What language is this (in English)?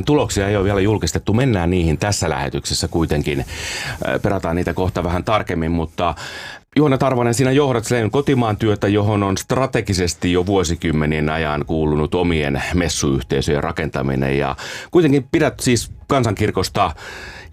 Finnish